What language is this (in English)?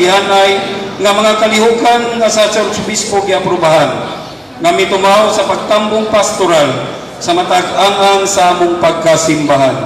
Cebuano